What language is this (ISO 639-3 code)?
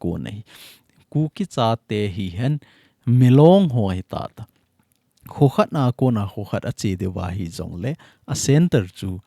tcz